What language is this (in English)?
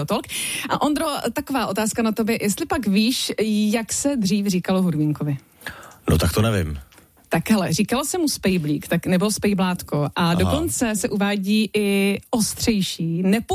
Czech